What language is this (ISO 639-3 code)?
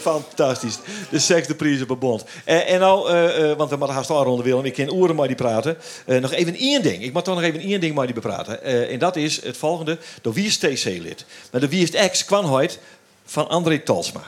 fry